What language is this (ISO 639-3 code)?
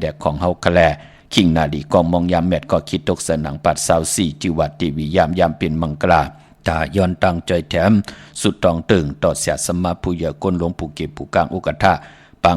shn